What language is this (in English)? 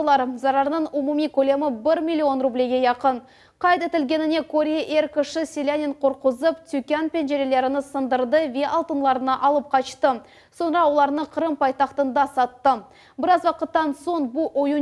Crimean Tatar